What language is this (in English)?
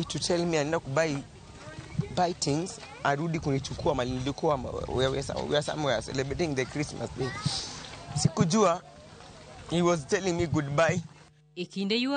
Luo (Kenya and Tanzania)